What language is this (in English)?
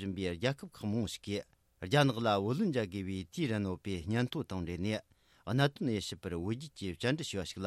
Tibetan